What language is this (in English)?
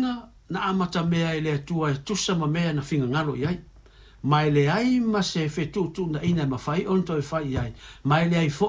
Samoan